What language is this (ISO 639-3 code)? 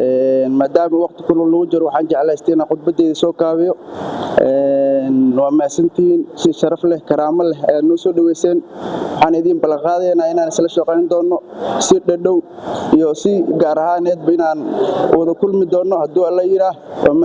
som